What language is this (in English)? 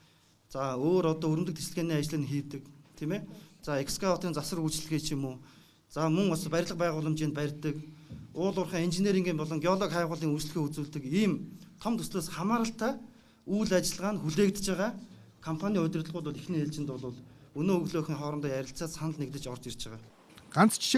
Mongolian